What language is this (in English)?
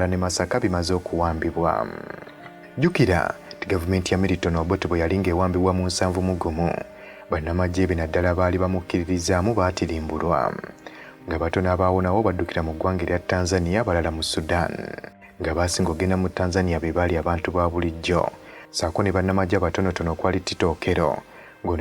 Ganda